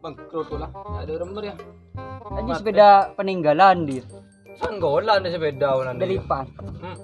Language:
Madurese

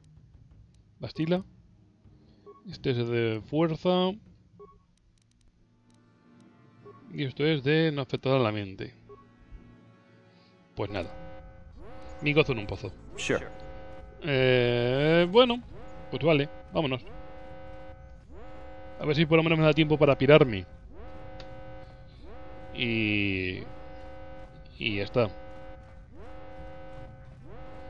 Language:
Spanish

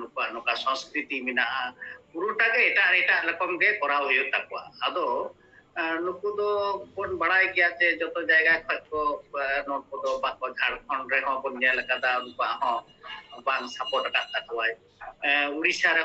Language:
Santali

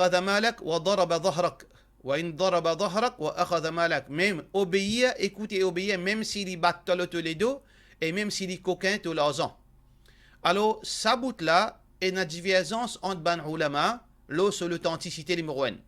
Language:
Morisyen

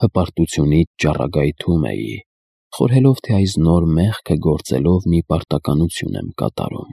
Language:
Armenian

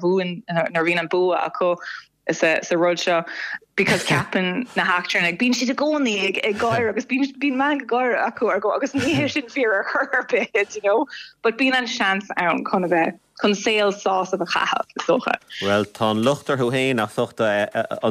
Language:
Irish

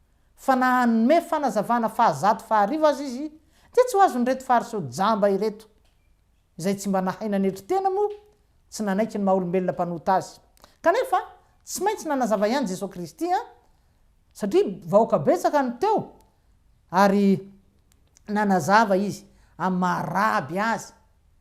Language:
Malagasy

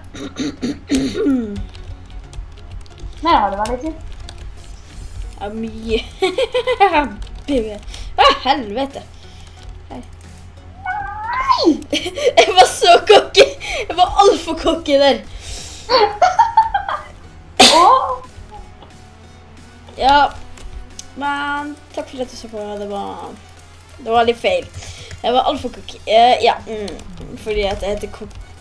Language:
Norwegian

